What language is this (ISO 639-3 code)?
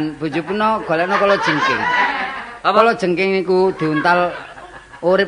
jav